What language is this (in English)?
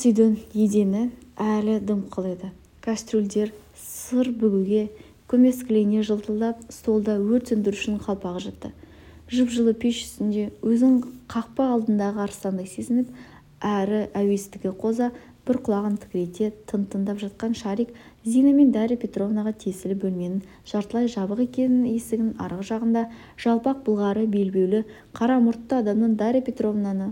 Kazakh